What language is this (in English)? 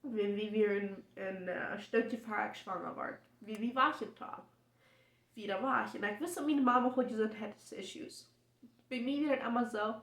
Plautdietsch